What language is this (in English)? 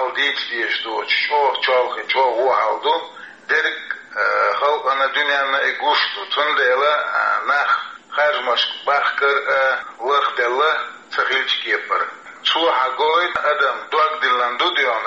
Chechen